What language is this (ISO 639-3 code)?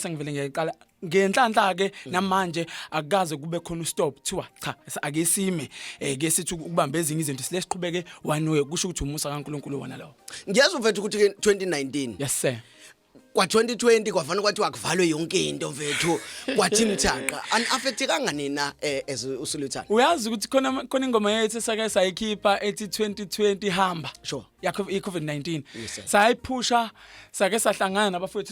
zul